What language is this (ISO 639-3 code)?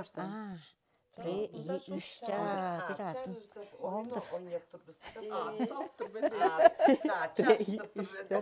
tyv